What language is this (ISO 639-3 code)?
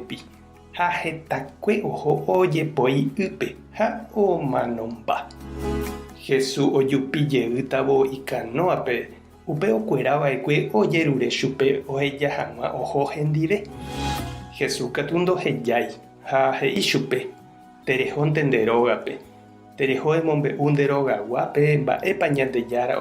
grn